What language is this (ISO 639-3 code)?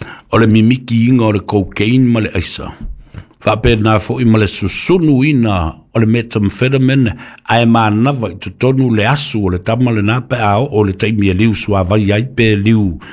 smo